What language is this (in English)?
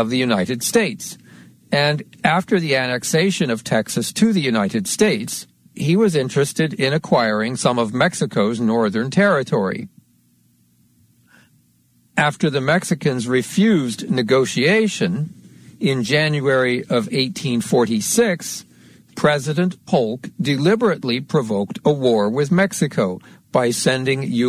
English